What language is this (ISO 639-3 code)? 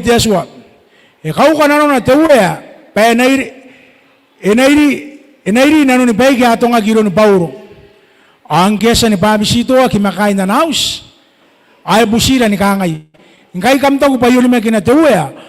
gil